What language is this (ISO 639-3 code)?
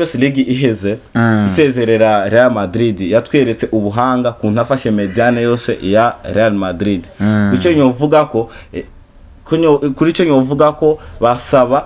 run